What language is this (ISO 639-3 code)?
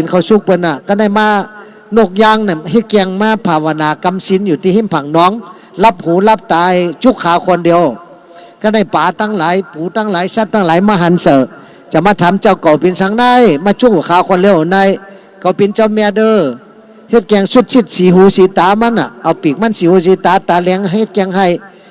shn